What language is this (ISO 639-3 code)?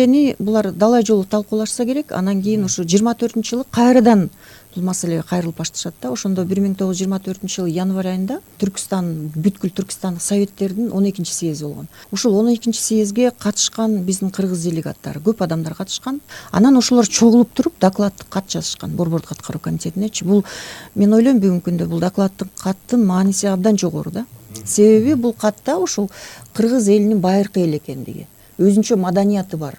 kir